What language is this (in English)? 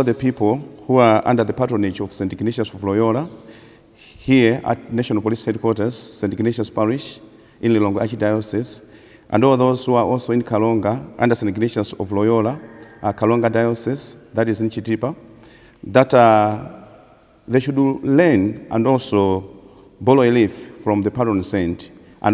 English